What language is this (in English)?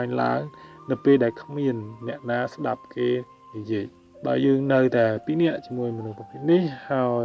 Khmer